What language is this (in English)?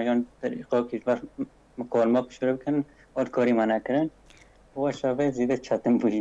Kurdish